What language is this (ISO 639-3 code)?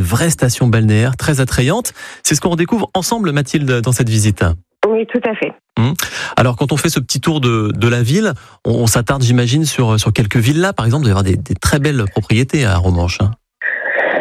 fra